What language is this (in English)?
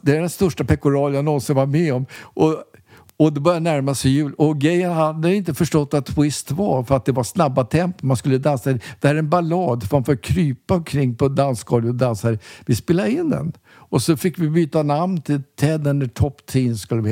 Swedish